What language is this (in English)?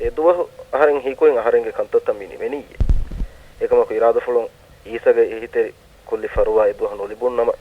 Divehi